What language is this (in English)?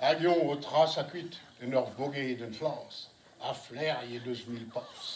Breton